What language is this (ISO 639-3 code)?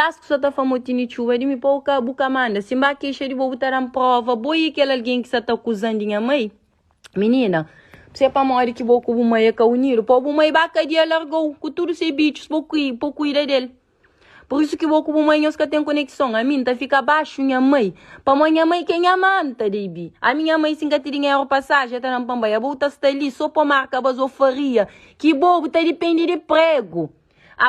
kea